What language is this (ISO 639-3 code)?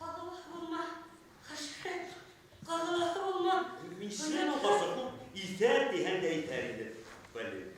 bak